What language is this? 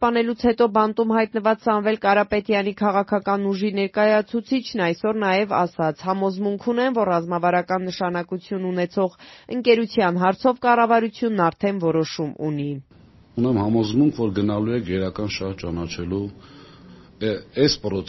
Armenian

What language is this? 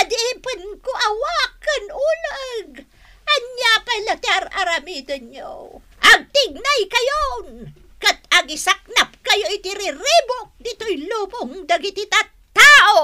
Iloko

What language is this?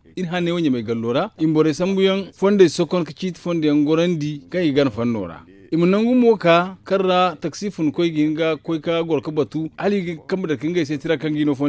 Zarma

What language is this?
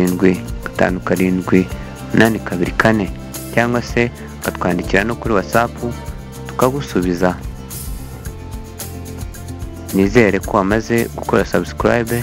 Kinyarwanda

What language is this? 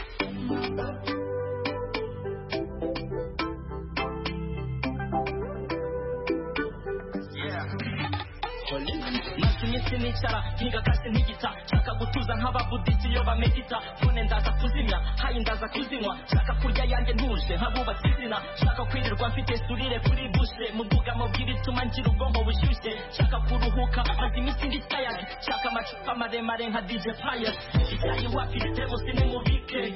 Kinyarwanda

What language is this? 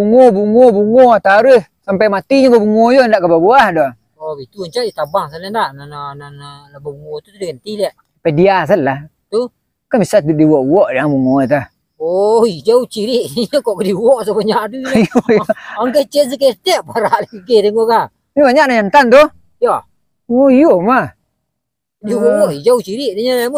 Minangkabau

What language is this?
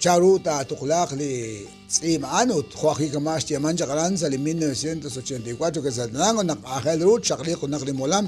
Kekchí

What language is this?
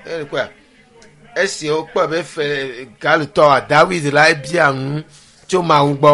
Ewe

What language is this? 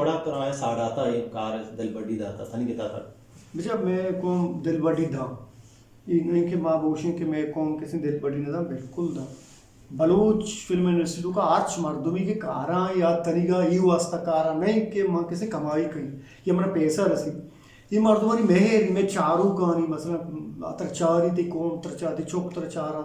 Eastern Balochi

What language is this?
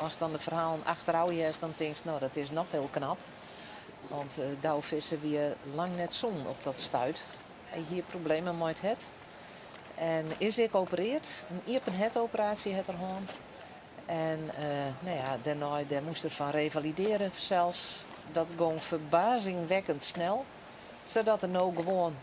Western Frisian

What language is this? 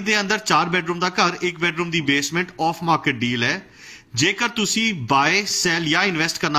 Punjabi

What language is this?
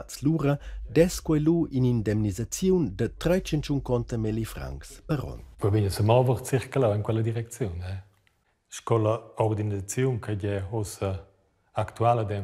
Romansh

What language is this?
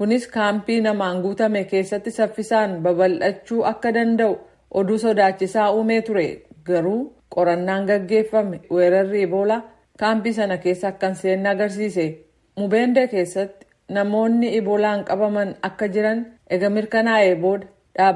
Oromo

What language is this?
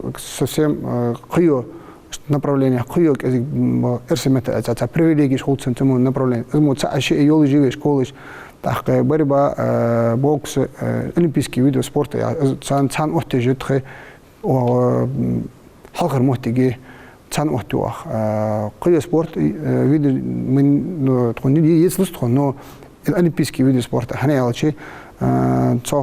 Ingush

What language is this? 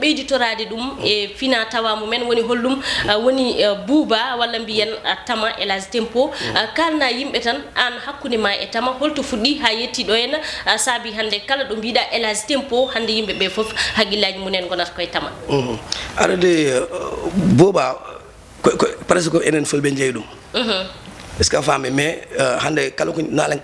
Fula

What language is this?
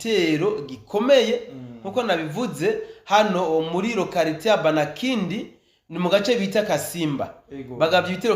Rundi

